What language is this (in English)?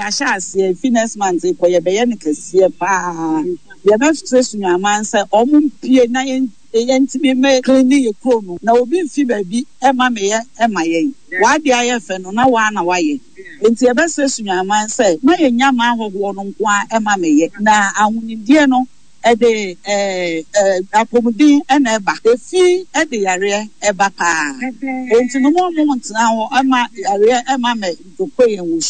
Akan